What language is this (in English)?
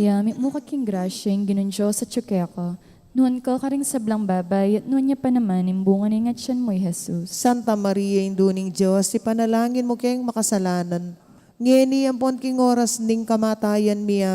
Pampanga